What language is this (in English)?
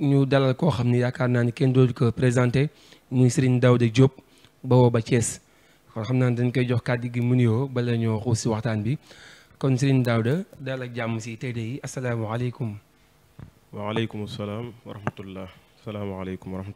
Wolof